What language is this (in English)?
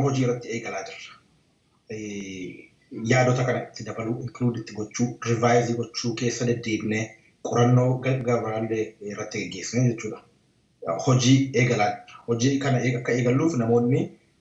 Oromo